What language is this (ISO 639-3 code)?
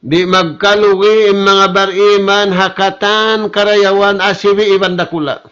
tsg